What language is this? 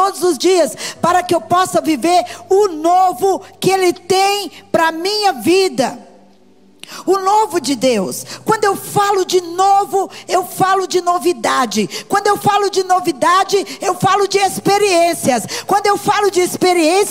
Portuguese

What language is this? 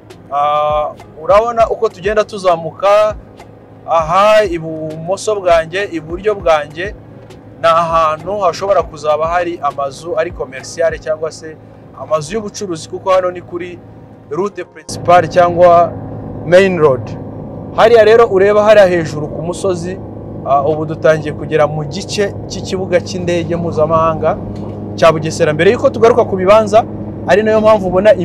Kinyarwanda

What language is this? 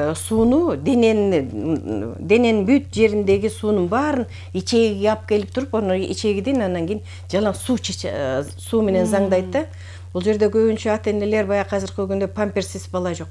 Kyrgyz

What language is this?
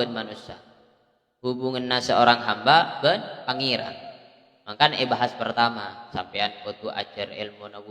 Madurese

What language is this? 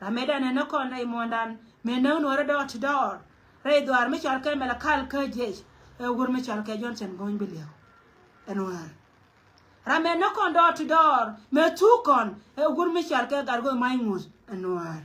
Nuer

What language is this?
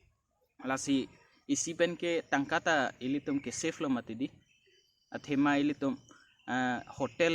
Karbi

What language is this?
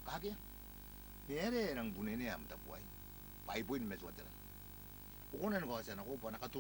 Gilbertese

